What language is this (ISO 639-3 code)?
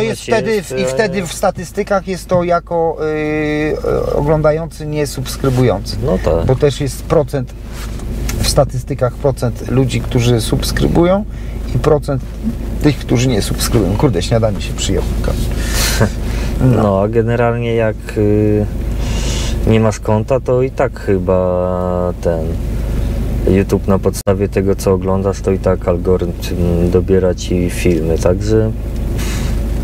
pol